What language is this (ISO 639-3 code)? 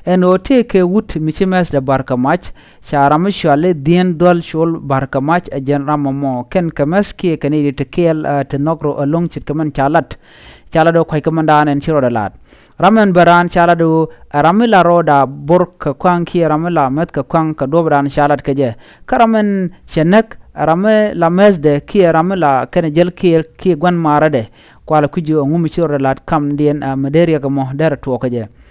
nus